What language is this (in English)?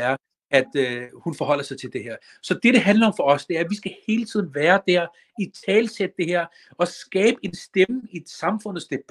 Danish